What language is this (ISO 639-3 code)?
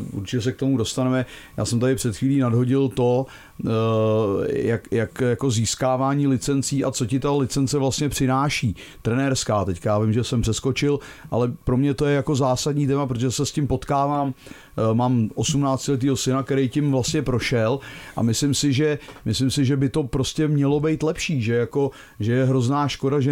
ces